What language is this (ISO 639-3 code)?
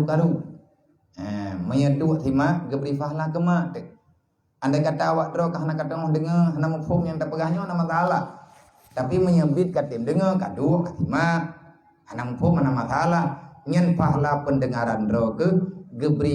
ace